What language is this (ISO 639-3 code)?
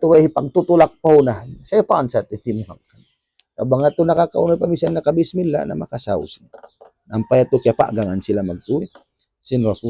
tsg